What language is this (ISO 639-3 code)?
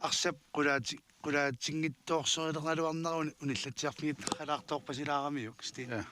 kal